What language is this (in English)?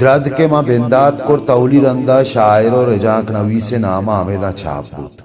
Baluchi